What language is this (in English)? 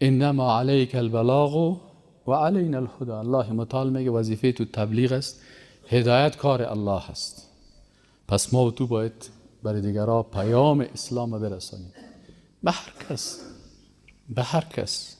Persian